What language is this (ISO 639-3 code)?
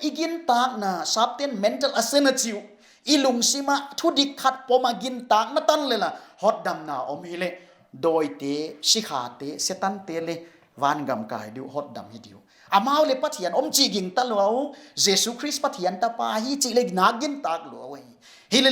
pck